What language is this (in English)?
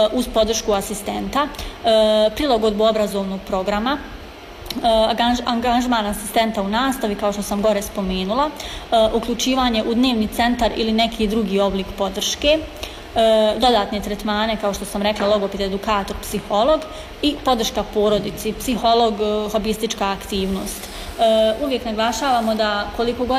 Bosnian